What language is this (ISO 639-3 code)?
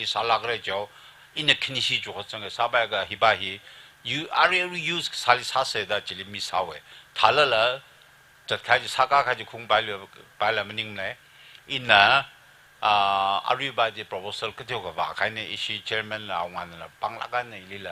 nmf